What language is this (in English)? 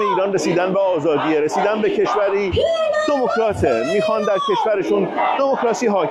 Persian